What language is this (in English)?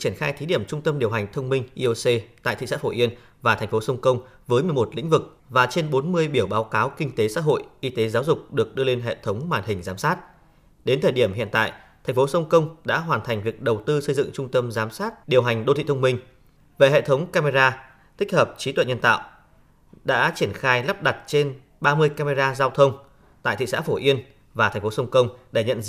Vietnamese